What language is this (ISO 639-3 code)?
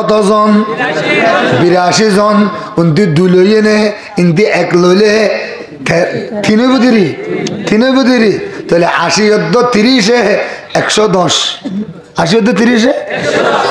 rhg